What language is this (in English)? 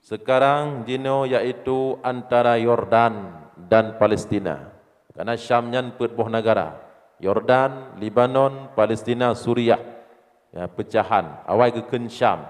Achinese